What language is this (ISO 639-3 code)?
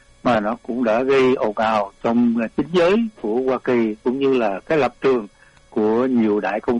vie